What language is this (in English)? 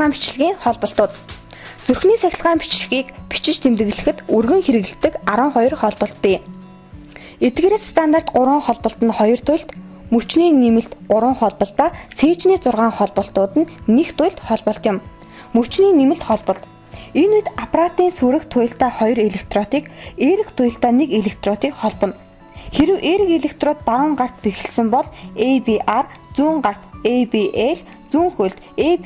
Mongolian